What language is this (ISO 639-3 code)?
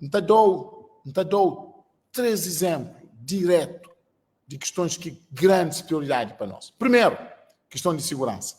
kea